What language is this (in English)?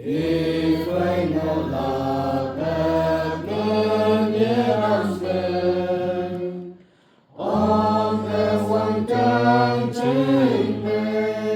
Naga Pidgin